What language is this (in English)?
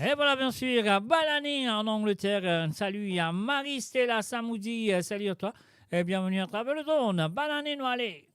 Morisyen